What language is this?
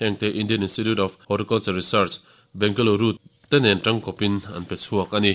Mizo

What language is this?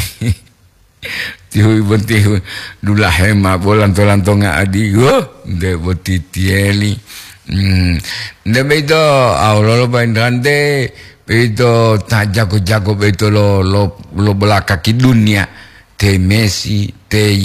Gorontalo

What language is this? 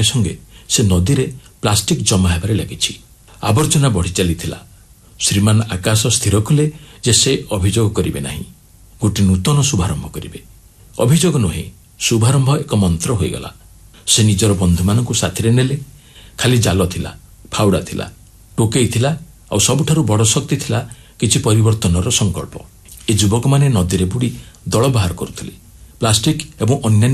Odia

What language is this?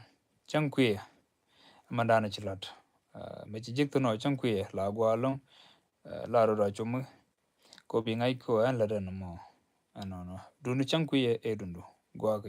Nuer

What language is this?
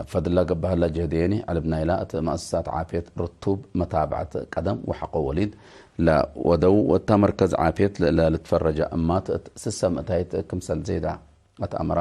Tigre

